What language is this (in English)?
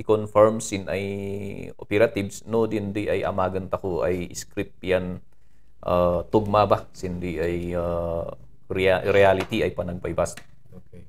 Kankanaey